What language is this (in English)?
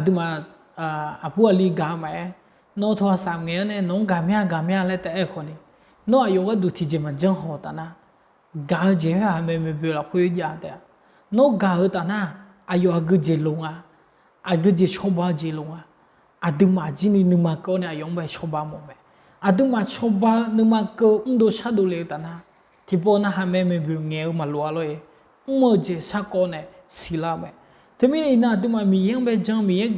Akha